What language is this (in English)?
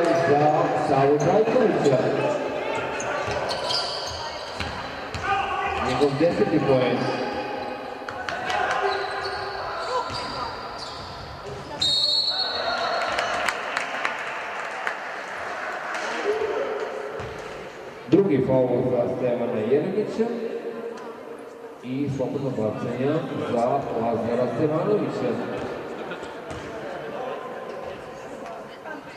Serbian